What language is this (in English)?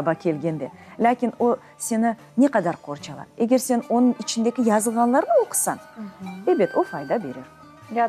Crimean Tatar